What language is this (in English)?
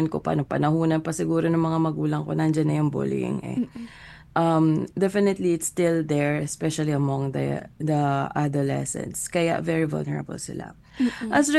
Filipino